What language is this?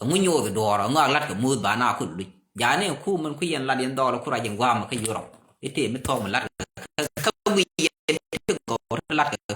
Nuer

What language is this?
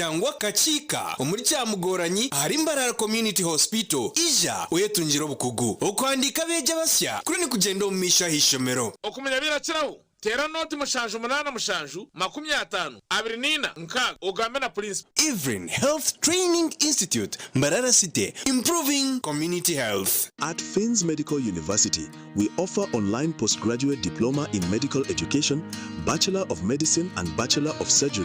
Nyankole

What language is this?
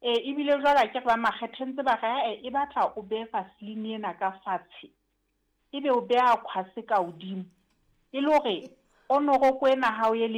Southern Sotho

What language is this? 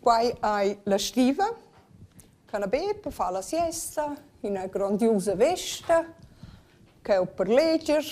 Romansh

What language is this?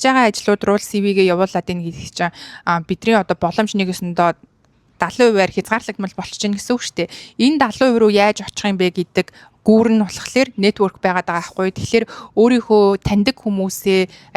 Mongolian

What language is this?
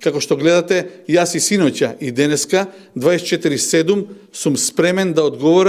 Macedonian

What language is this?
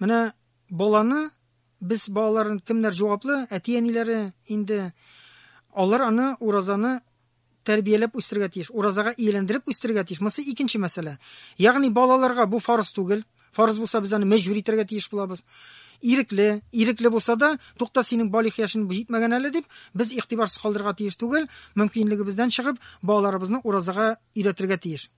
Tatar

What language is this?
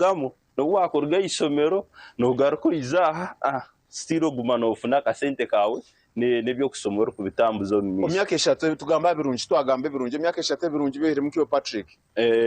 Nyankole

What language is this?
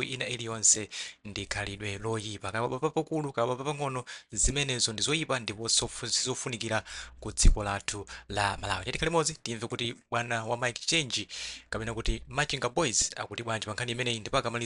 Nyanja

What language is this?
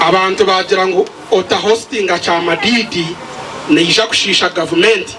Nyankole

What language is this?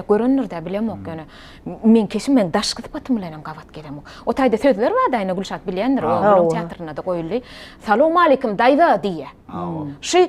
Turkmen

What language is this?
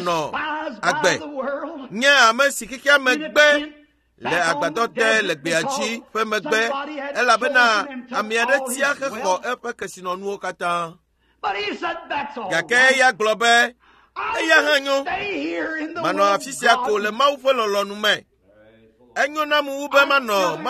Ewe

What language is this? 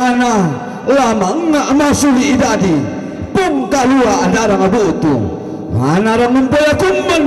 Toraja-Sa'dan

